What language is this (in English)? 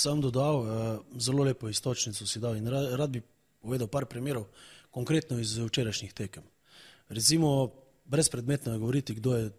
Slovenian